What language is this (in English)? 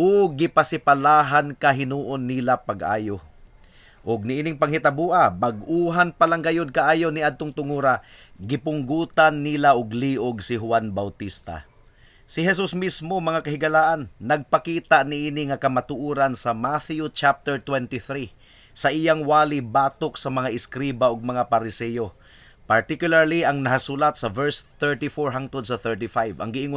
Cebuano